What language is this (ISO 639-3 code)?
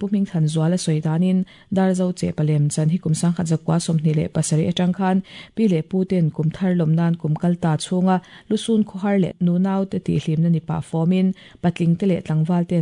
lus